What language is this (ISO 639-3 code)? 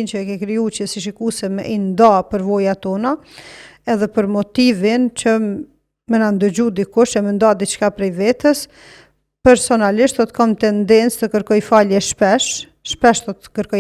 sqi